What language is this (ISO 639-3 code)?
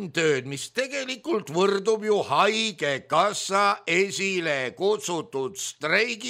est